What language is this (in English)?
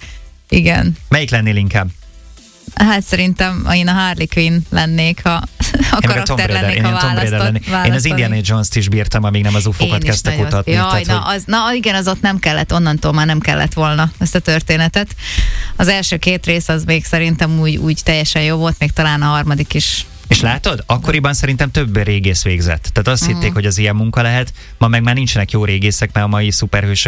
Hungarian